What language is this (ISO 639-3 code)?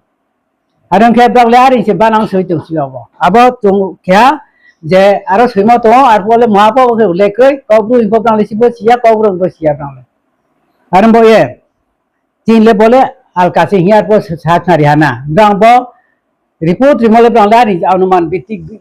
ria